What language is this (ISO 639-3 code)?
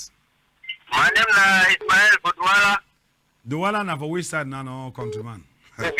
wes